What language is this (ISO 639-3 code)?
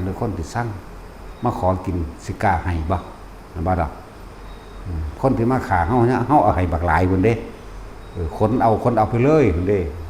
tts